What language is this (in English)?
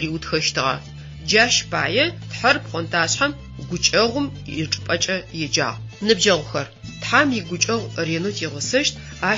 Adyghe